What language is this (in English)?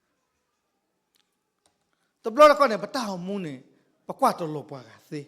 S'gaw Karen